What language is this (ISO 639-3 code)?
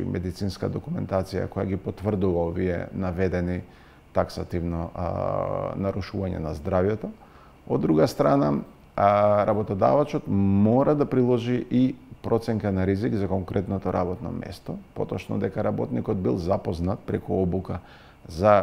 mkd